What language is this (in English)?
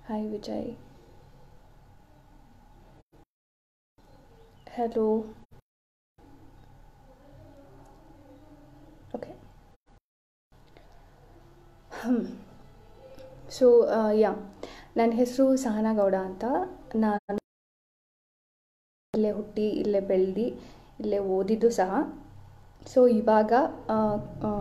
Kannada